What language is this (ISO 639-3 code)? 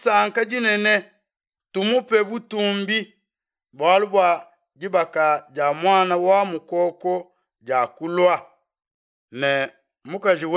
lua